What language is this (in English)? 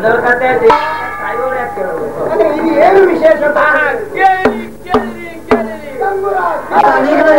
Kannada